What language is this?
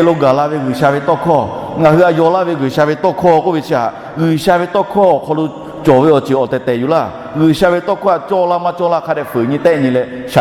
Lahu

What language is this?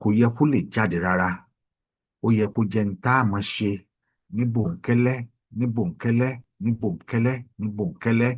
Yoruba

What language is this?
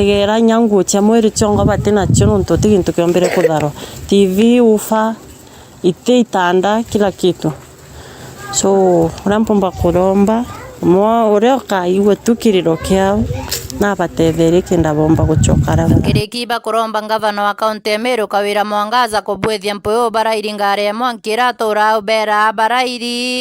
Meru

